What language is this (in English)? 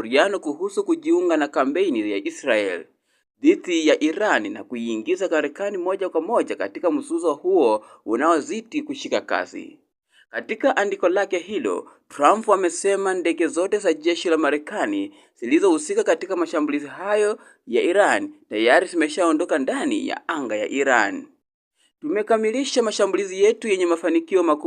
Swahili